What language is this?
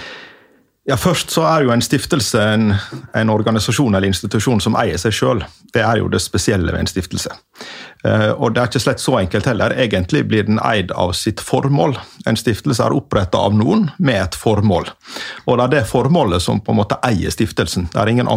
Norwegian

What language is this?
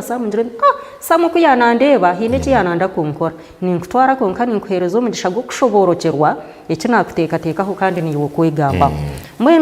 Nyankole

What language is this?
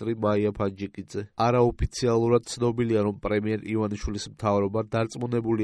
Georgian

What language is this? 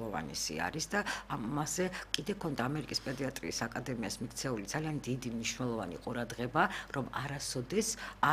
Georgian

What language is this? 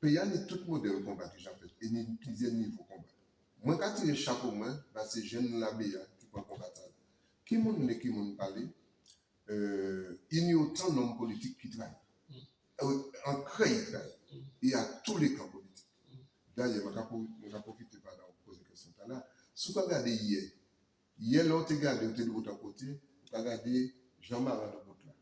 Guadeloupean Creole French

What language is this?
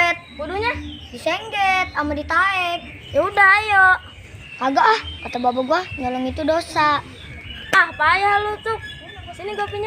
Betawi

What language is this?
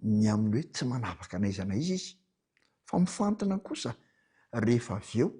Malagasy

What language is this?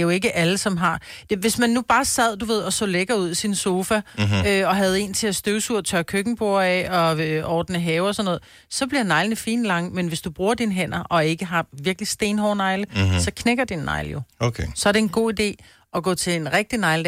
Danish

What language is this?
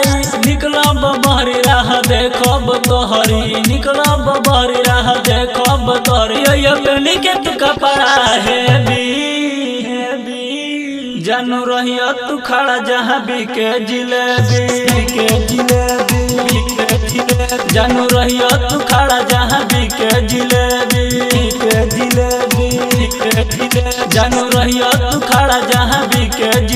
Bhojpuri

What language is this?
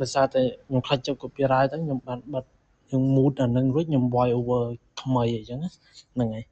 Khmer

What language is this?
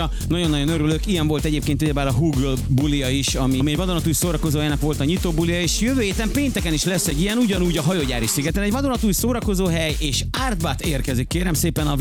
Hungarian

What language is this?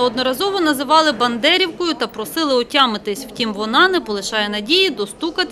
Ukrainian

